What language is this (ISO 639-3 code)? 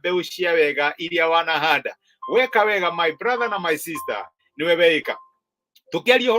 kik